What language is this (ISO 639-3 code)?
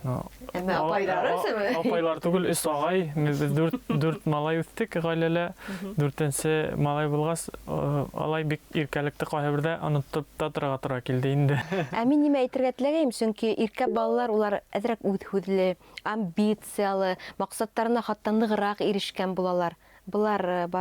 bak